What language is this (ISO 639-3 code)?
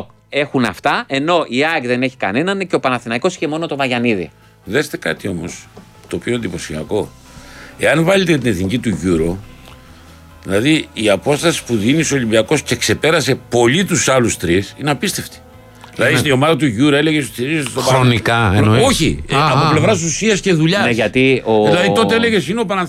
ell